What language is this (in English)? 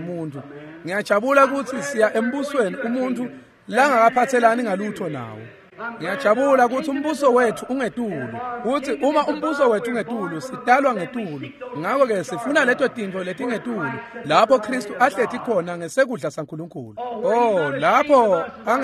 Swati